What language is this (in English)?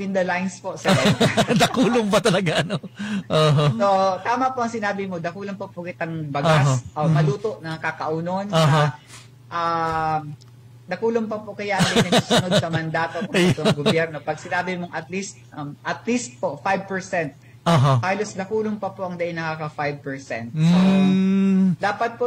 Bikol